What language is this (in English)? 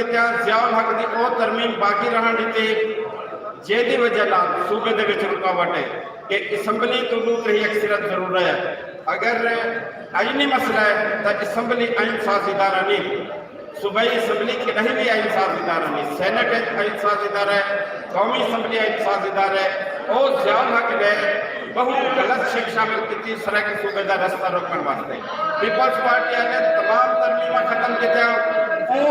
Saraiki